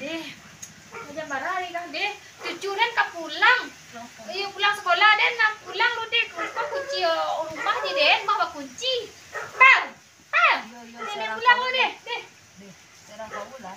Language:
Minangkabau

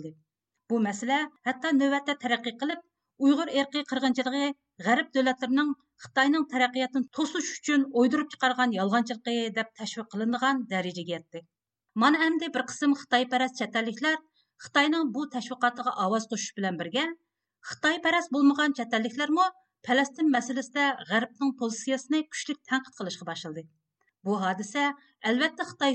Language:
Uyghur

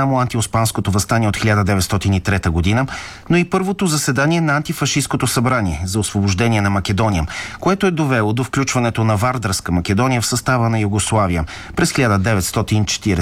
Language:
Bulgarian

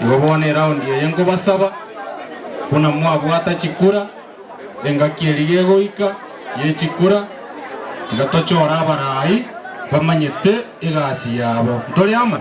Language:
Gusii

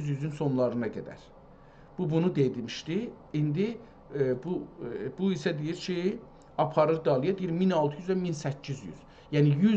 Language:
South Azerbaijani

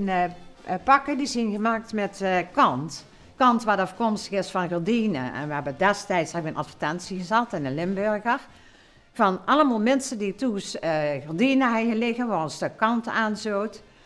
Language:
Limburgish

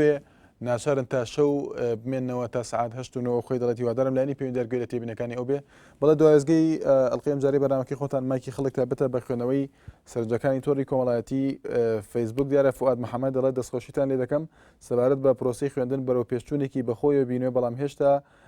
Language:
Central Kurdish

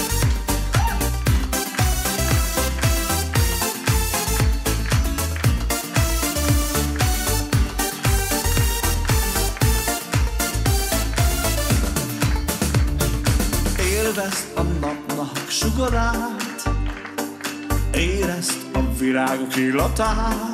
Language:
Hungarian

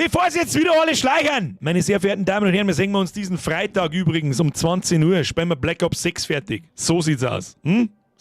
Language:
Bavarian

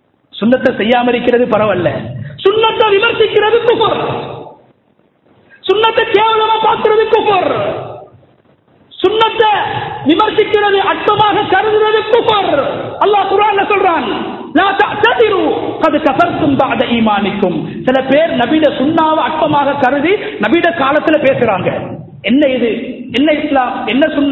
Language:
Tamil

